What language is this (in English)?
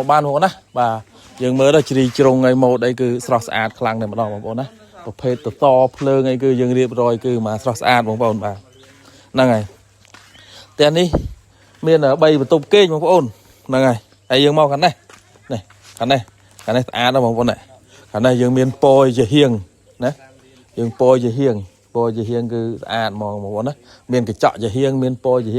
Khmer